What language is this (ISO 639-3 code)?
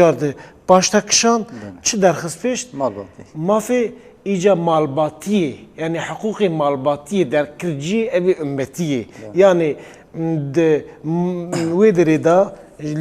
kur